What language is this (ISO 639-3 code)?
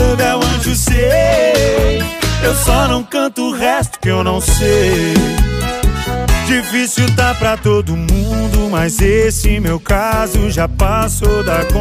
por